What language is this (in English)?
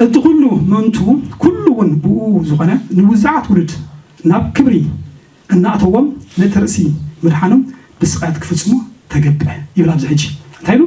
Tigrinya